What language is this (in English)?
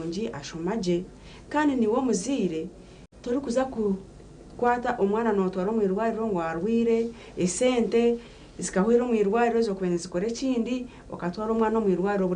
Nyankole